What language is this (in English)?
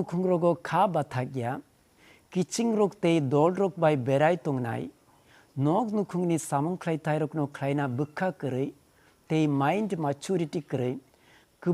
Kok Borok